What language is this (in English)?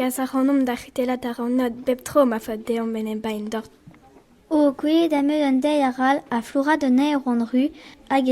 Breton